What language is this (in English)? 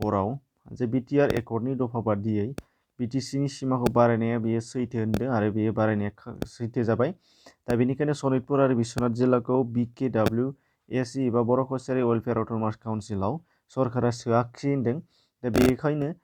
Bodo